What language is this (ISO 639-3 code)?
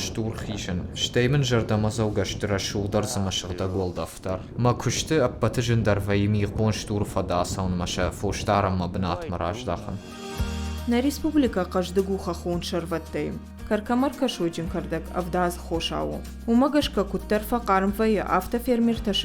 oss